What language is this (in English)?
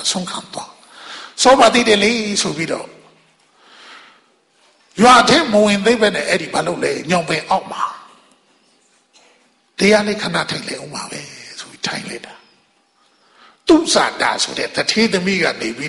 Burmese